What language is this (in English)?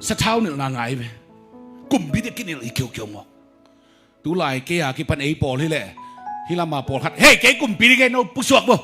Tedim Chin